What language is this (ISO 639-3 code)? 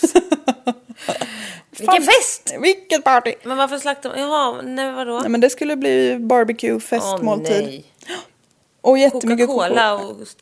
swe